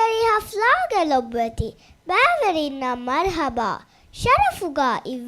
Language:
Divehi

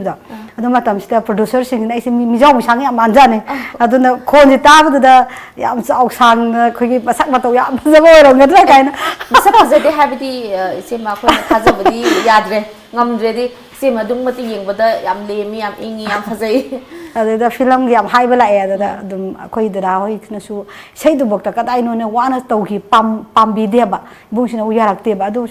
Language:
Manipuri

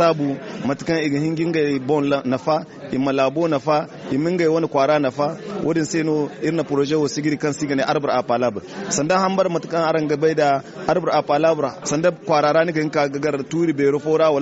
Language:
Zarma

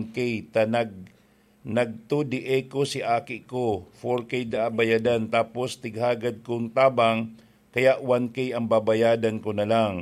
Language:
Bikol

